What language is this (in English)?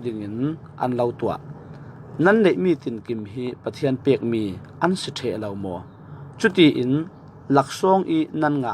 Falam Chin